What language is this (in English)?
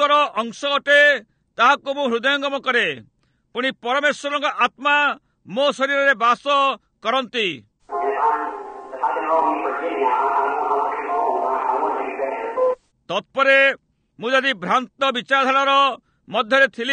Odia